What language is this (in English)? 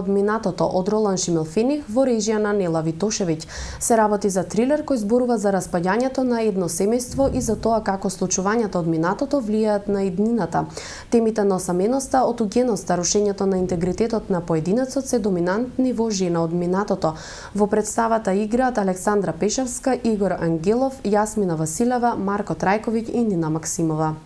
Macedonian